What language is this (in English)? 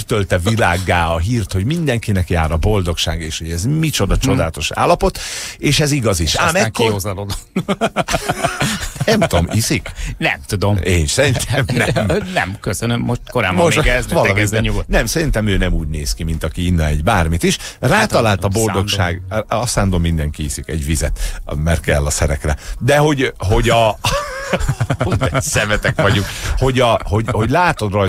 Hungarian